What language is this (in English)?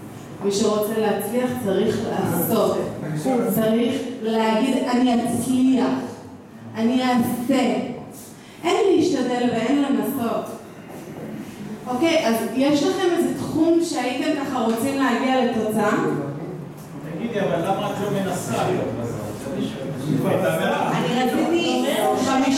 Hebrew